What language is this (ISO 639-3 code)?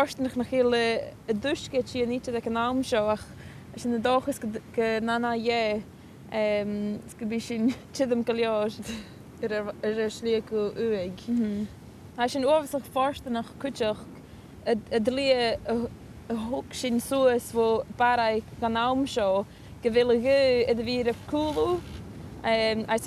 gla